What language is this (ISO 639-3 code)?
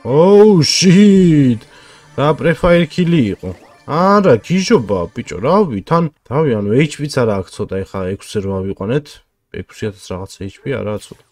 kat